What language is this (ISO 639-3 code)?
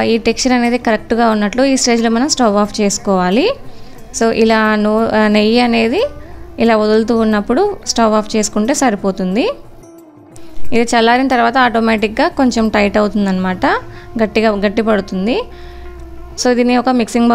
tel